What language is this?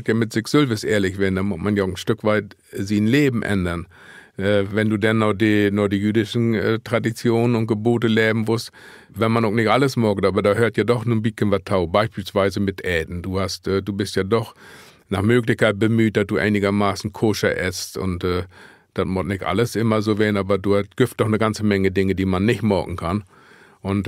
Low German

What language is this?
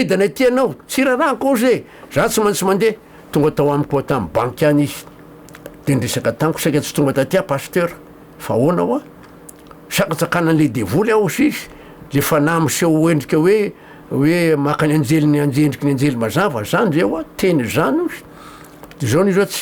Malagasy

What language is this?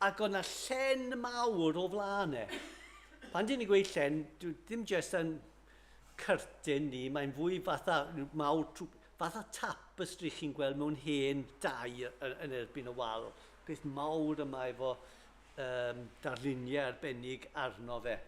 Welsh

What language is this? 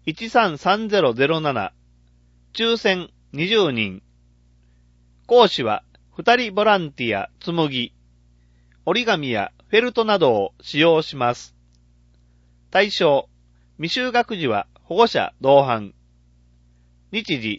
Japanese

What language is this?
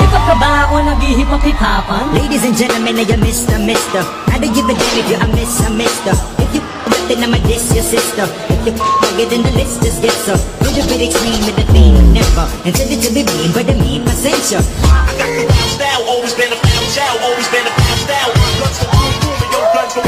Hiligaynon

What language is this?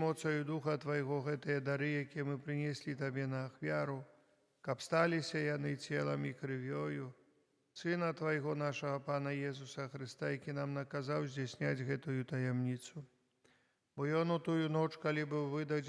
Belarusian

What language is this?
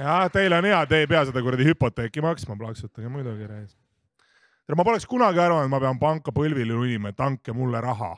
Estonian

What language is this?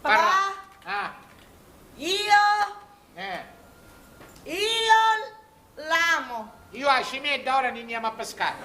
Sicilian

